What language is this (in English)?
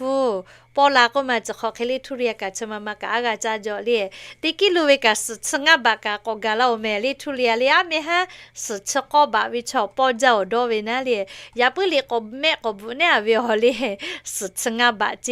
Lahu